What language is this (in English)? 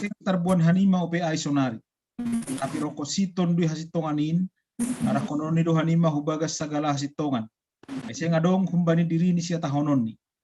Batak Simalungun